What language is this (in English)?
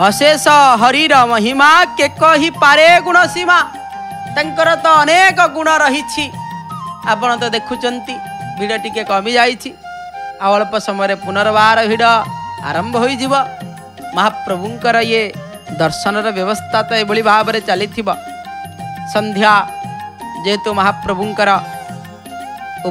Odia